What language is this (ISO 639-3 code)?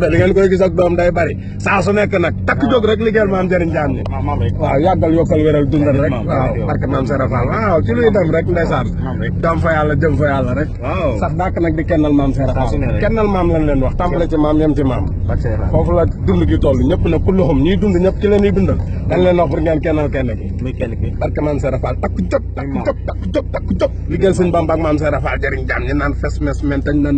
wol